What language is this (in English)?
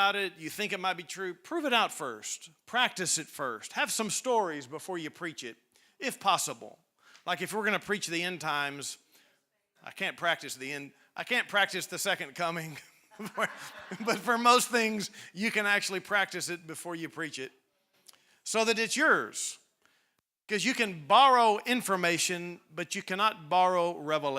English